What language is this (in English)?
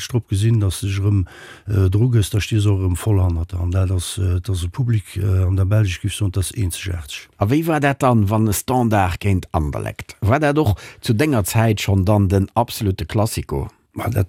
Luxembourgish